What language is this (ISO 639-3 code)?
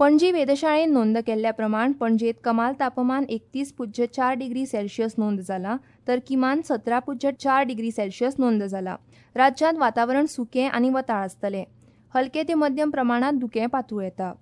kok